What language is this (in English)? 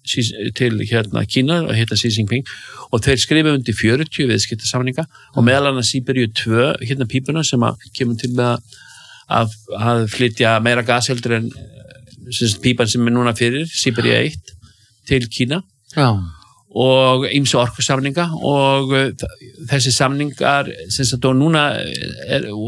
Icelandic